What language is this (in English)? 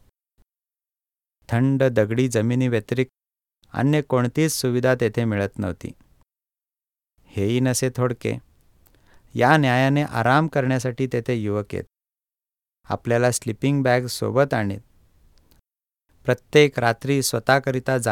Marathi